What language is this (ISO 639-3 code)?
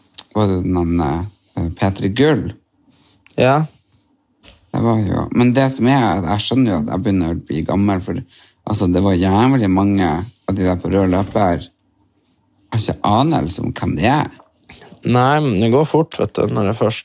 nor